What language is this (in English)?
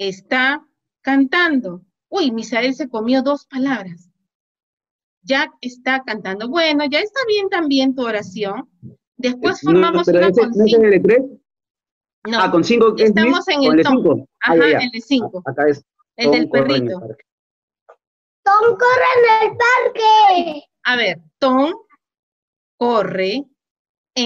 Spanish